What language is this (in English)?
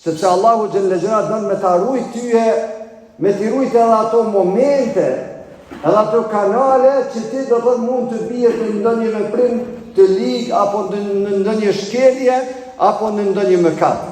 Albanian